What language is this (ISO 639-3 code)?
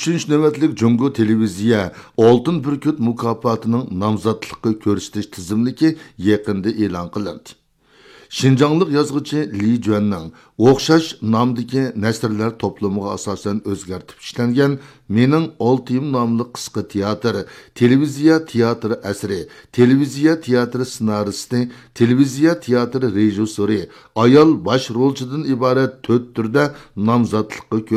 uig